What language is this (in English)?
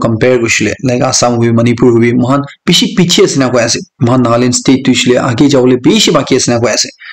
Naga Pidgin